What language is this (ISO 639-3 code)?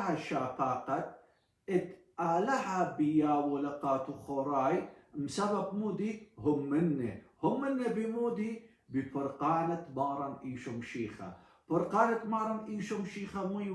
aii